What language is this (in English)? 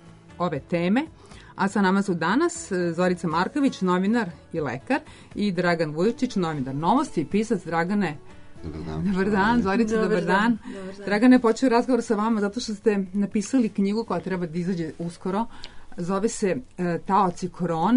Serbian